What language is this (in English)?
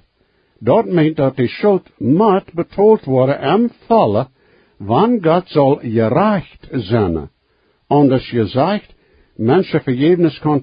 Plautdietsch